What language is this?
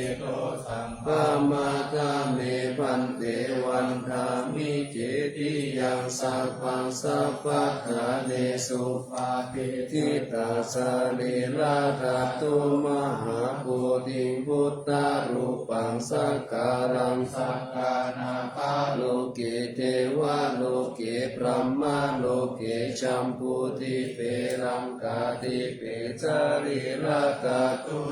Pali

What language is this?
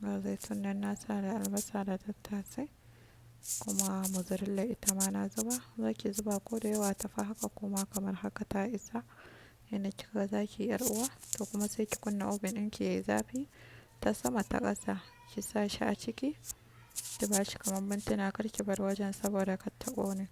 Hausa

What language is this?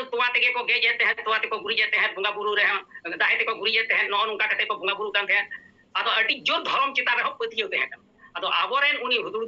Santali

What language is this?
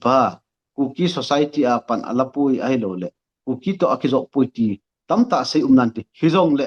Thado Chin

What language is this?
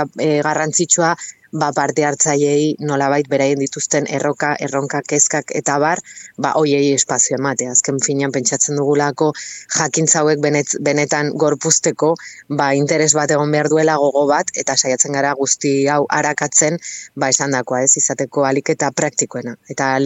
Basque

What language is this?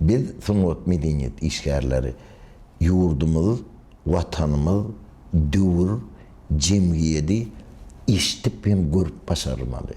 Turkmen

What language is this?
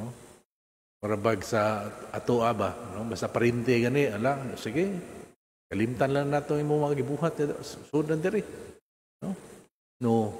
Cebuano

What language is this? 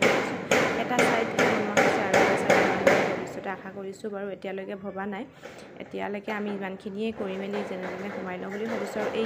Assamese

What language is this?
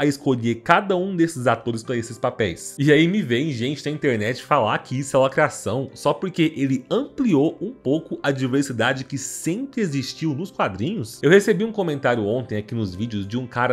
Portuguese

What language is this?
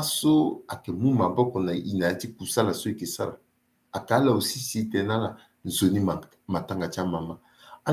Sango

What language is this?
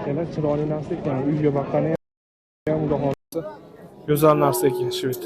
Uzbek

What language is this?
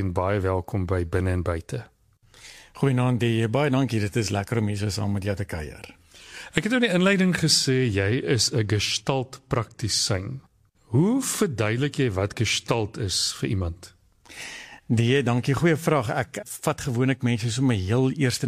Afrikaans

